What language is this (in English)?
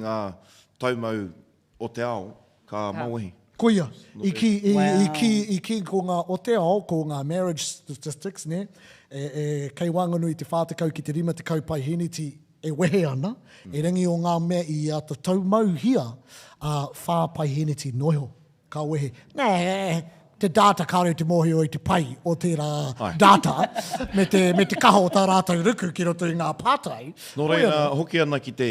Māori